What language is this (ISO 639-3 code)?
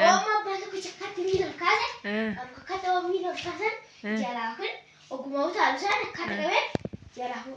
orm